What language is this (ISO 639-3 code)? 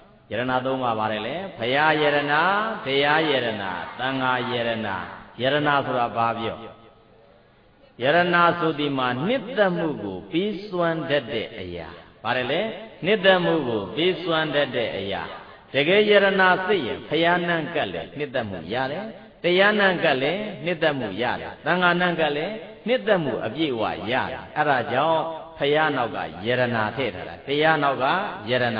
mya